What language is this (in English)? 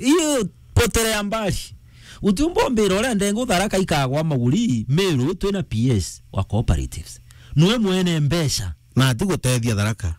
Meru